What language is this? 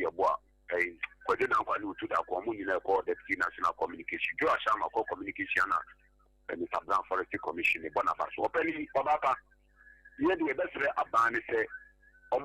Akan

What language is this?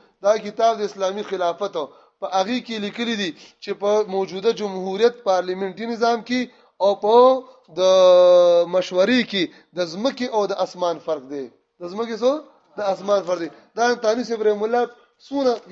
Pashto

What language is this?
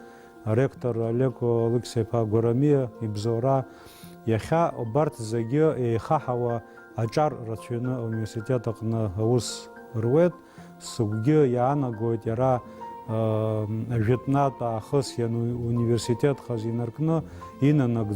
Abkhazian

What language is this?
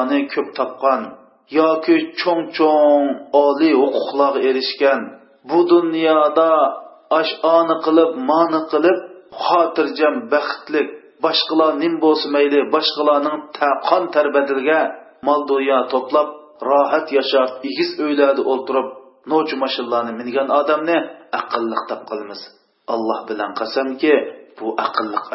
Uyghur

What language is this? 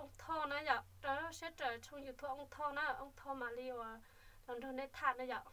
Hmong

